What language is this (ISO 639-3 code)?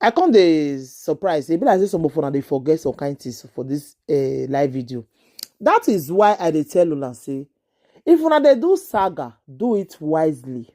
pcm